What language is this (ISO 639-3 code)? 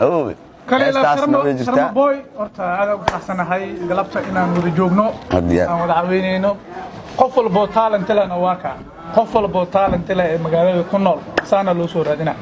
som